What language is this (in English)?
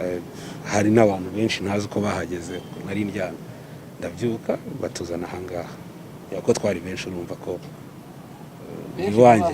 Kinyarwanda